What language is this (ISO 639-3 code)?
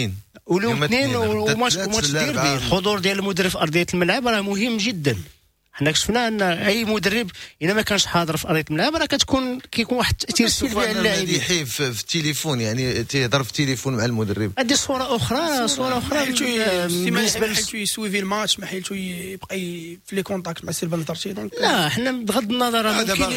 ary